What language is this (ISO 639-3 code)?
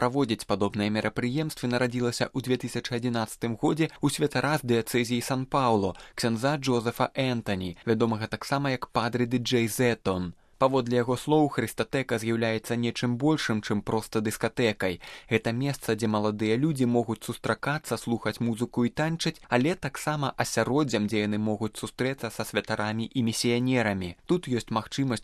bel